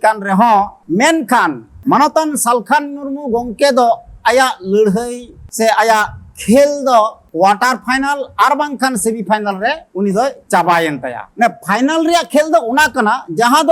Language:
Santali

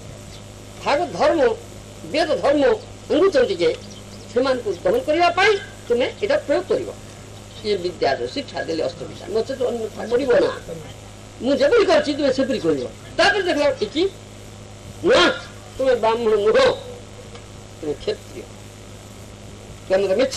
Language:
Odia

